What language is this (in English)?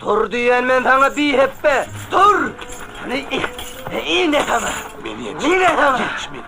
Turkmen